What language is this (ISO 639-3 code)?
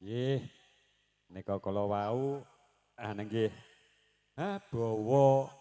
jav